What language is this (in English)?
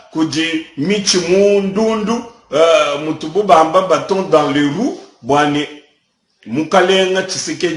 Luba-Lulua